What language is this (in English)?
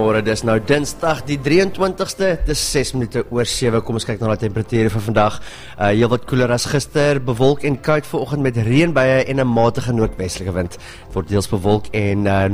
Afrikaans